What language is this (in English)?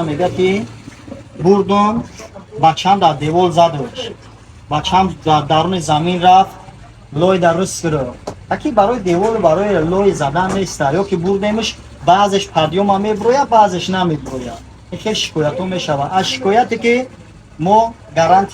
Tajik